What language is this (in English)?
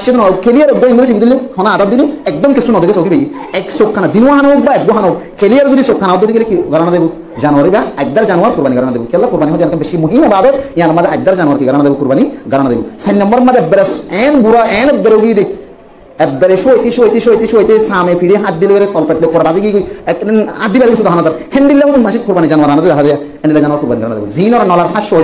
Rohingya